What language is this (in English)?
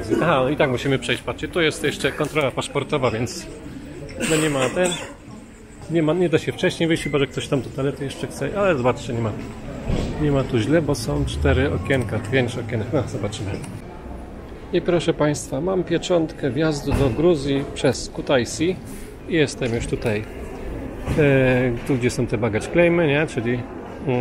Polish